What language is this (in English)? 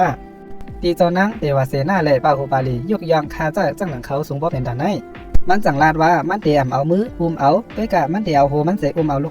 Shan